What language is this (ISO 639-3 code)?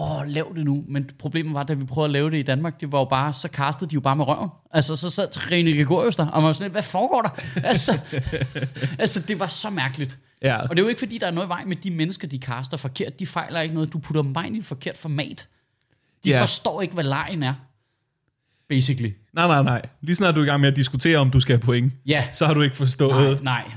dan